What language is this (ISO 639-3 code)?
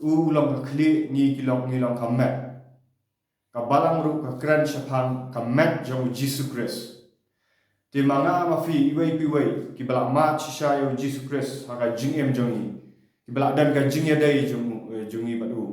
kha